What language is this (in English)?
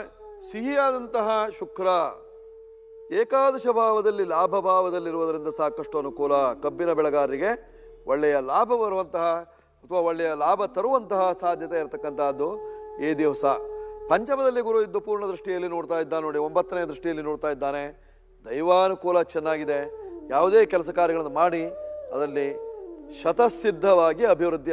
Kannada